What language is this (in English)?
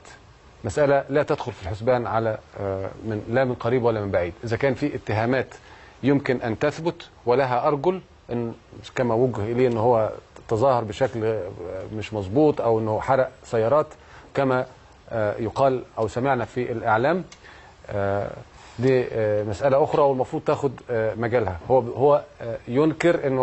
Egyptian Arabic